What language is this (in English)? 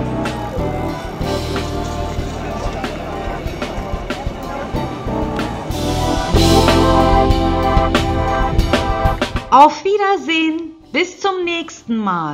German